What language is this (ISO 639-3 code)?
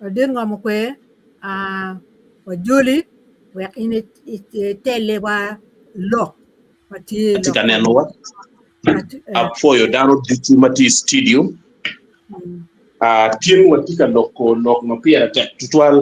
ach